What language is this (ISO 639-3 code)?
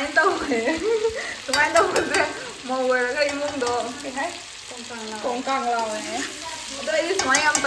mni